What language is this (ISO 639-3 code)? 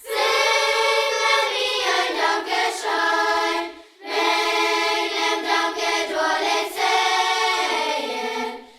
pdt